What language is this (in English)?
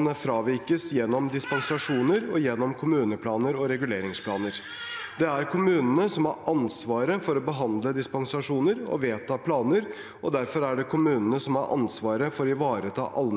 Norwegian